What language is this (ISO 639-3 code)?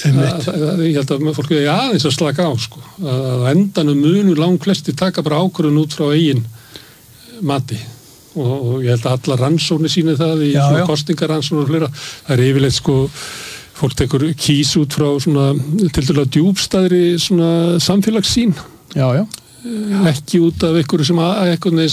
isl